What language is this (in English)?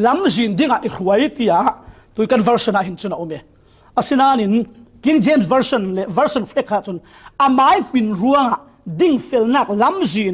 Falam Chin